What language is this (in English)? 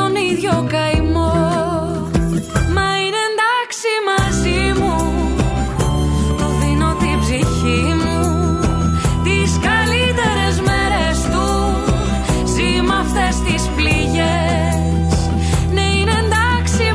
Greek